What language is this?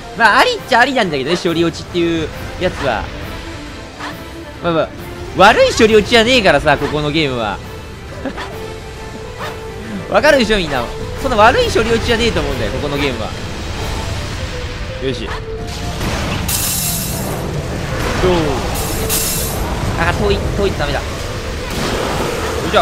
Japanese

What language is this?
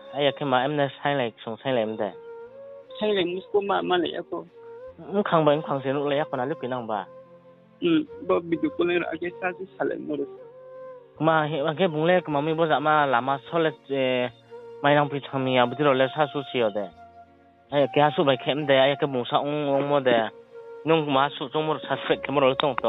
Riang (India)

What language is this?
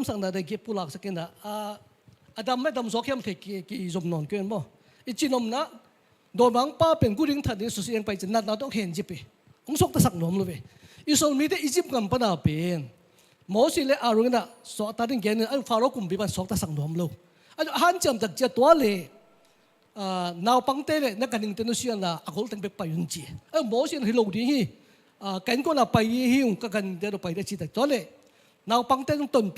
Tedim Chin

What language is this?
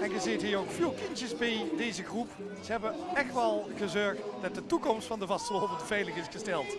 Limburgish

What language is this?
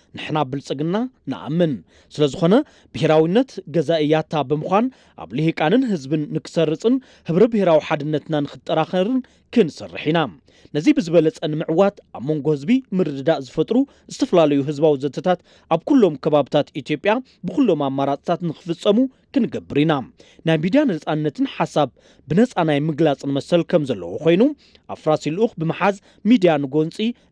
Tigrinya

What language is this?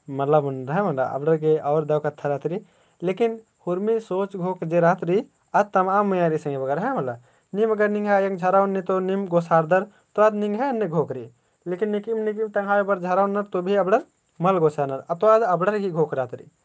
Kurukh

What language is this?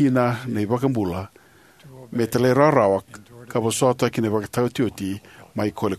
Fijian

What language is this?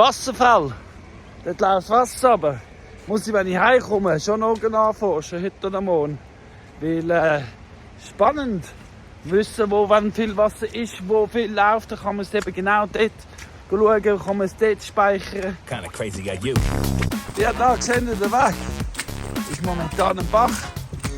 Swiss German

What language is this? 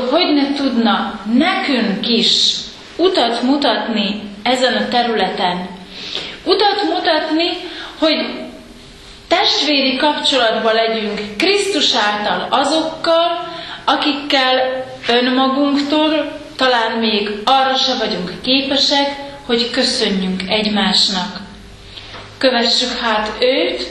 Hungarian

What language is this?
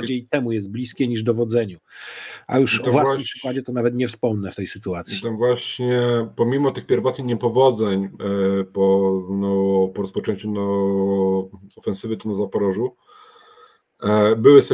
Polish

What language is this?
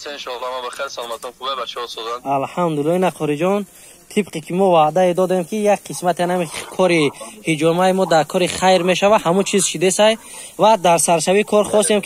Tajik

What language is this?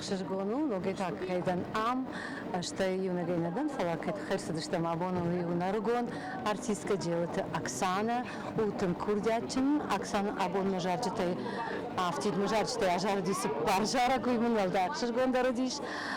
Ossetic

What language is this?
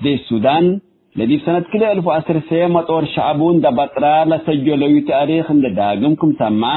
Tigre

